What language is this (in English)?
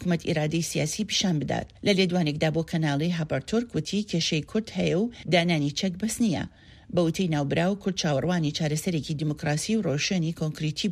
Central Kurdish